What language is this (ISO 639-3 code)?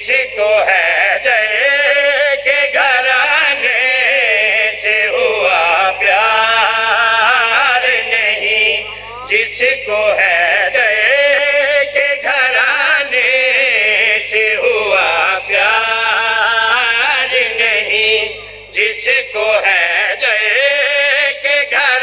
urd